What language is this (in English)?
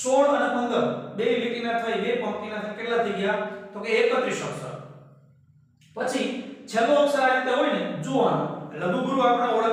Gujarati